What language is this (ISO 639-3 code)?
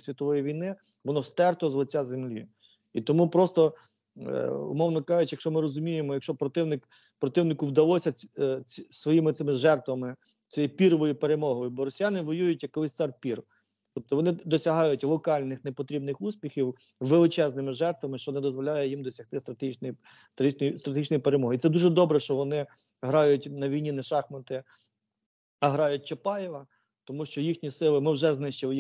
ukr